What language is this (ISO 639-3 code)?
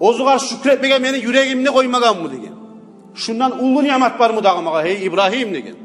kum